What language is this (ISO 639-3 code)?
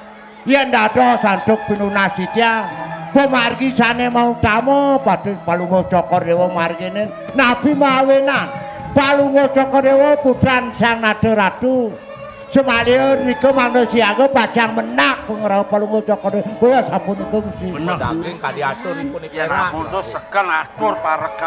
ban